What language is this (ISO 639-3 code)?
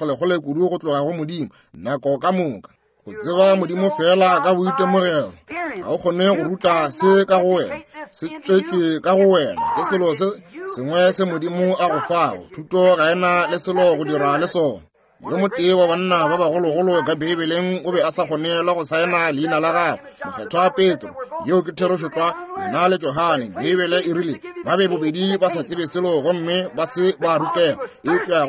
nso